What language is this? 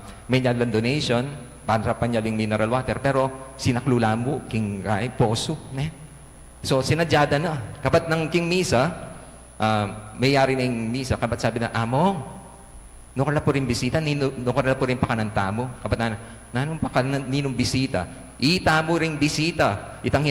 Pampanga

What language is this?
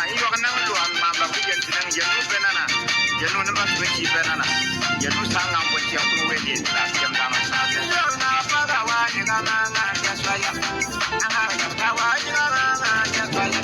Bimoba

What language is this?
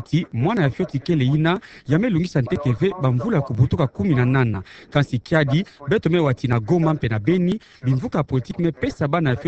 Kituba (Democratic Republic of Congo)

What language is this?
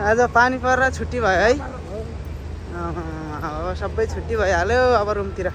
Nepali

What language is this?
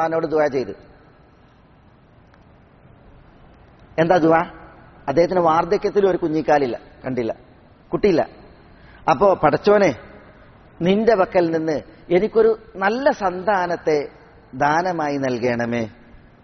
Malayalam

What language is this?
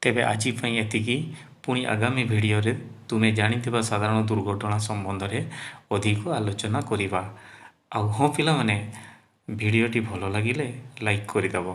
Odia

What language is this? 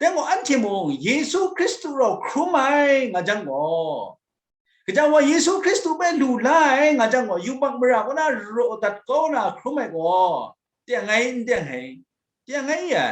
Kachin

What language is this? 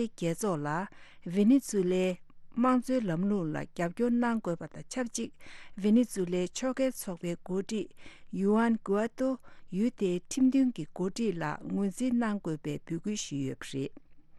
Tibetan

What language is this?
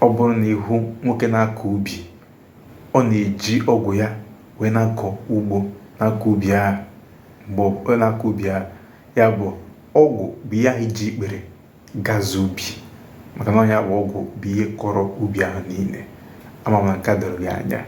Igbo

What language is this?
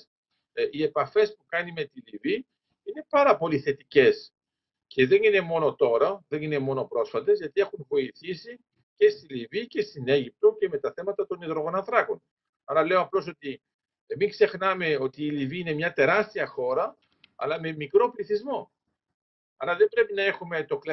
Greek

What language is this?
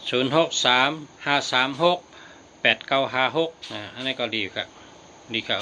Shan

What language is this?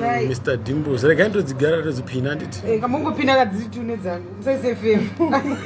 Shona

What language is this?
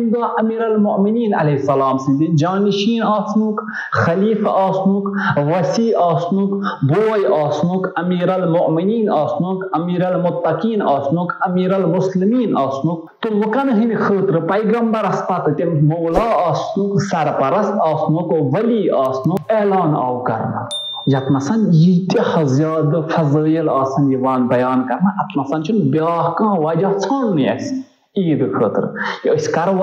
Kashmiri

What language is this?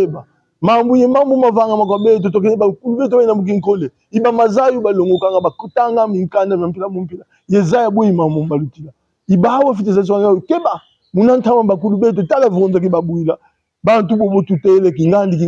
Kongo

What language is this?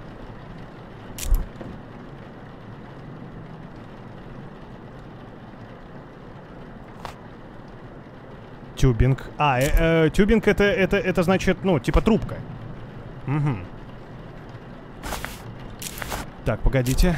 Russian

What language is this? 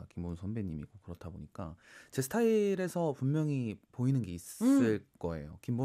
Korean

